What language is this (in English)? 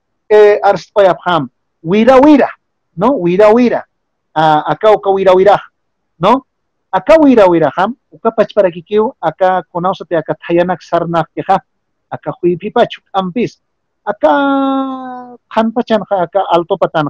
Aymara